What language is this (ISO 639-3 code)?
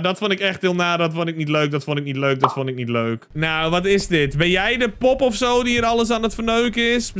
nld